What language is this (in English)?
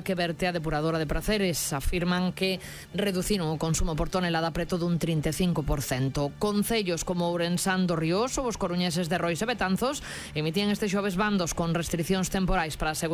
Galician